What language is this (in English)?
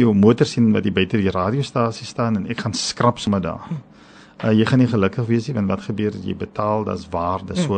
Afrikaans